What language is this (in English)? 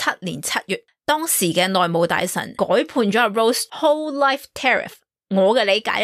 Cantonese